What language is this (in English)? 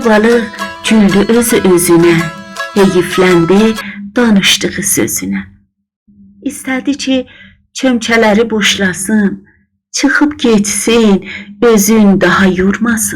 South Azerbaijani